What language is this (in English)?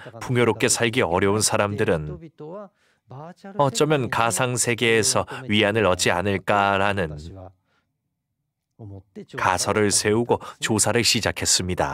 Korean